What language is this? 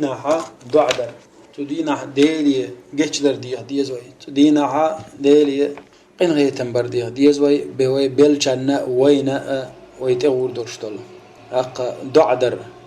Chechen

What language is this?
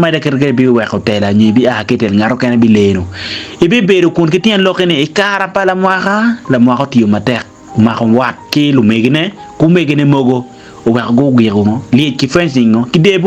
Acoli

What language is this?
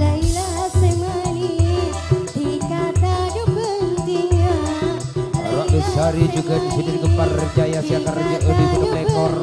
Madurese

